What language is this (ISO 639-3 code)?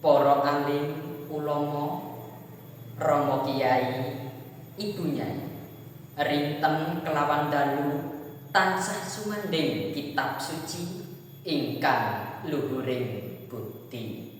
jav